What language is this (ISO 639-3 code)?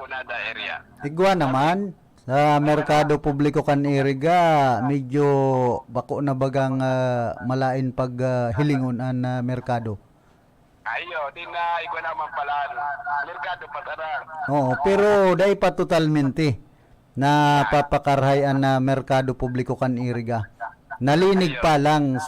bik